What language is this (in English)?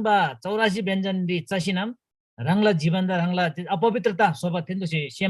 Eastern Tamang